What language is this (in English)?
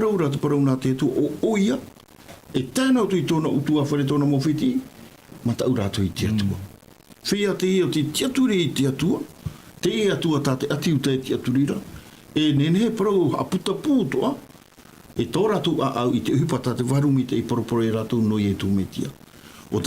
Tahitian